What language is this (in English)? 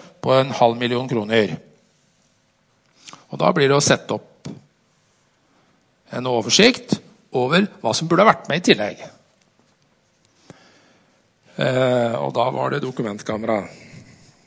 Norwegian